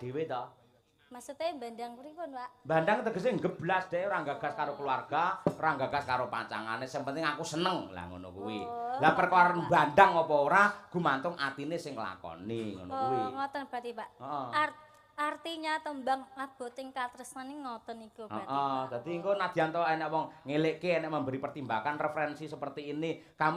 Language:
Javanese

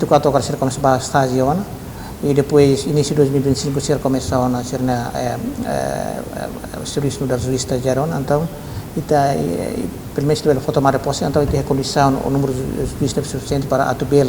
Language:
Tetum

